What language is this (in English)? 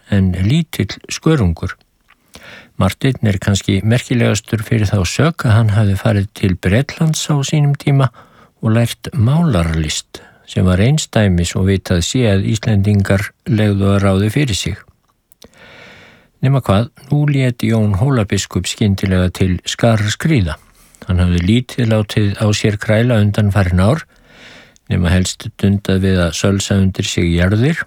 Icelandic